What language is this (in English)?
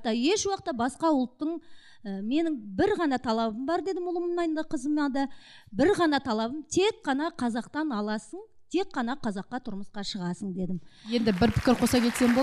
Kazakh